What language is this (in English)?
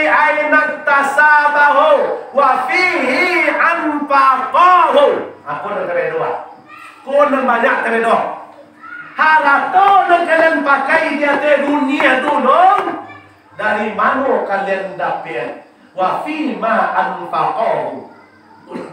Minangkabau